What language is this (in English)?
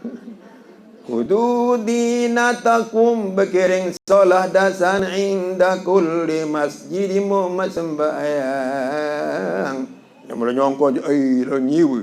Sasak